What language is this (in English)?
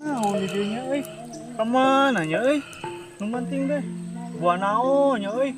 Sundanese